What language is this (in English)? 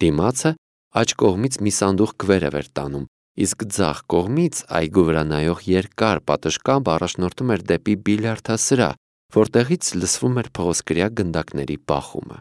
Armenian